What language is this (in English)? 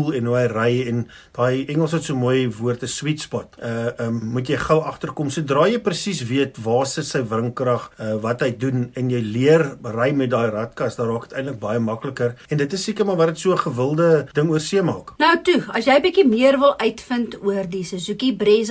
Afrikaans